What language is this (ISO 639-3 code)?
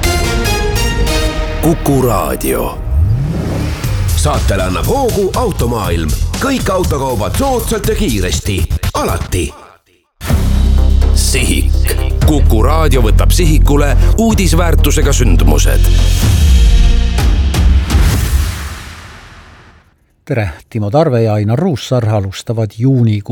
est